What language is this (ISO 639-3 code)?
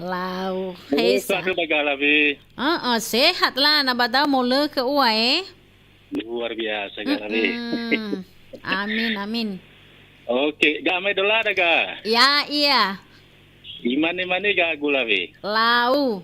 nia